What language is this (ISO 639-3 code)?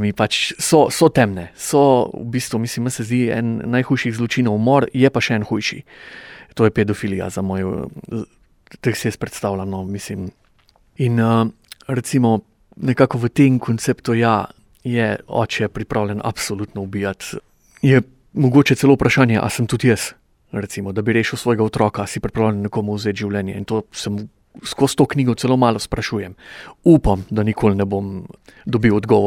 slv